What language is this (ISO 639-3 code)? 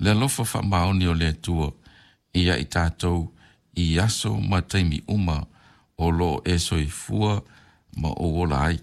smo